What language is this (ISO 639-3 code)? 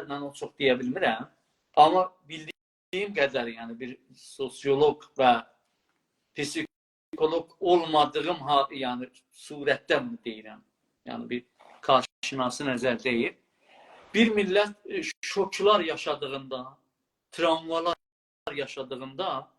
azb